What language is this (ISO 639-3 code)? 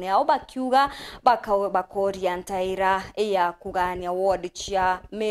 mer